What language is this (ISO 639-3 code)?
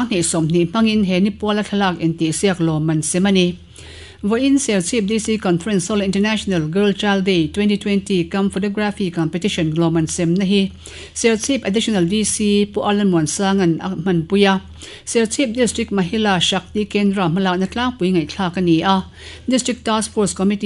lus